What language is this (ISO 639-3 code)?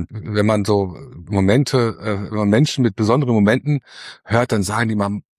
deu